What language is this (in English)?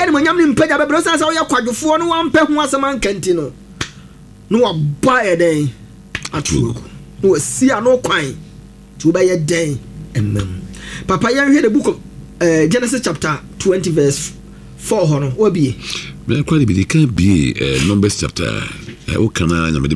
Akan